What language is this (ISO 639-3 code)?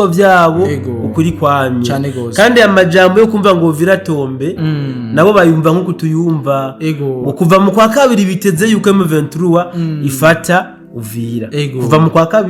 run